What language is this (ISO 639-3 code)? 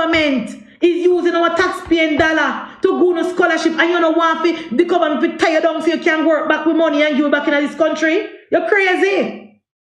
jam